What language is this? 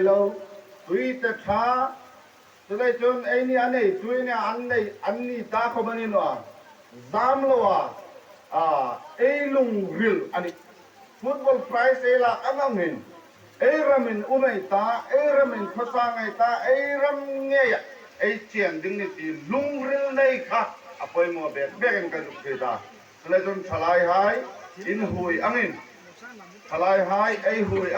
Hmar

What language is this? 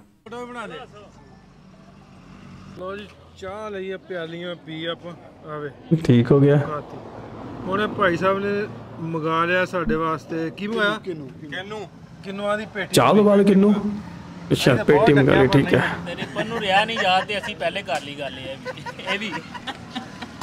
Punjabi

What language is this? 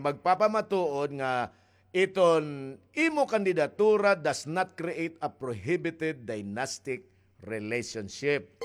Waray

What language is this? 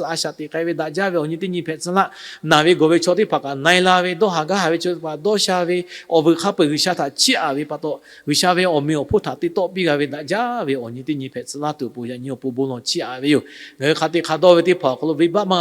Lahu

